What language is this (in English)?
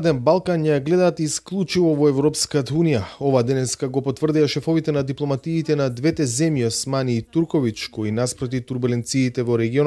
Macedonian